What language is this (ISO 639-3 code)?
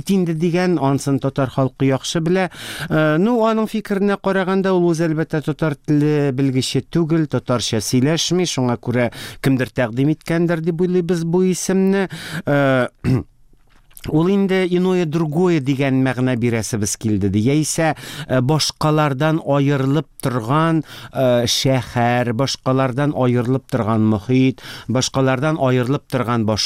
tat